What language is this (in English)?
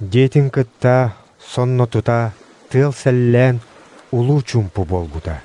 Yakut